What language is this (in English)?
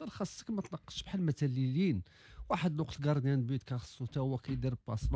Moroccan Arabic